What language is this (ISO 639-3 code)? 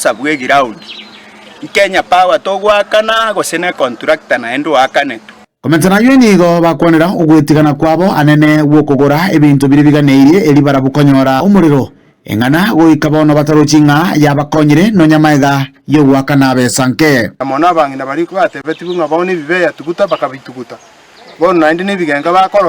guz